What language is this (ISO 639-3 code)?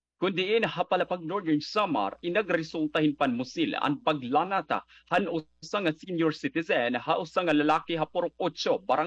war